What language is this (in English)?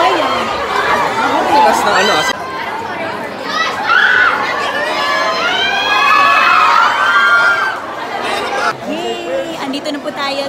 Filipino